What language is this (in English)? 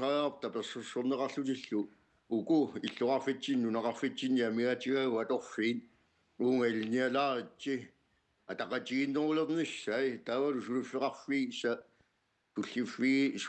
Kalaallisut